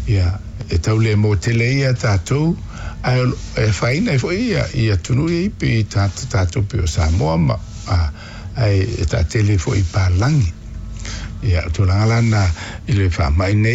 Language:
Samoan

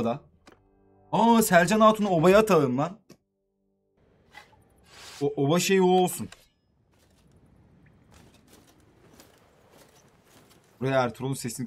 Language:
Turkish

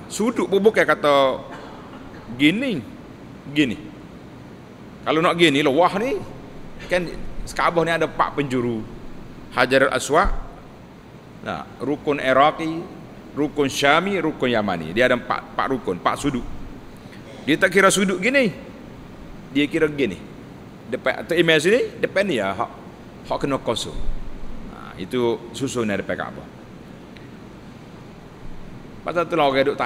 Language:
Malay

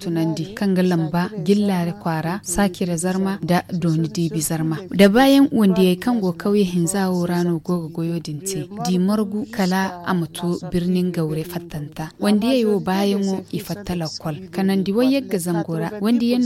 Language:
Zarma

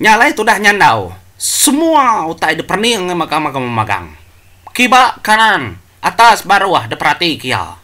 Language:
Iban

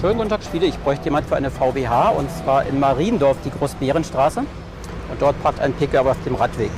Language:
Bavarian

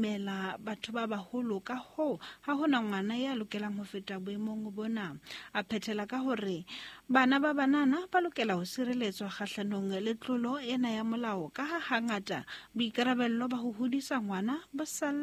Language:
Southern Sotho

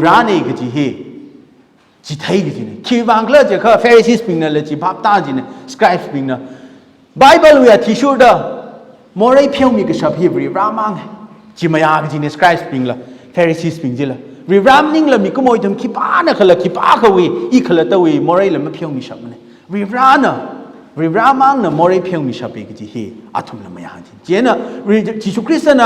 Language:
Tangkhul Naga (India)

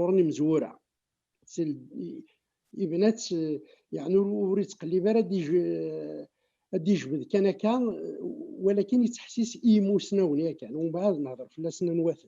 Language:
Kabyle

